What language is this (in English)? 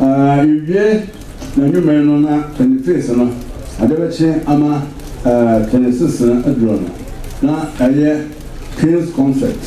Akan